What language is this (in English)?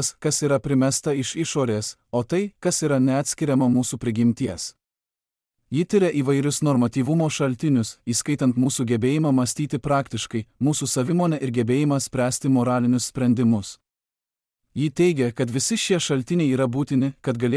Lithuanian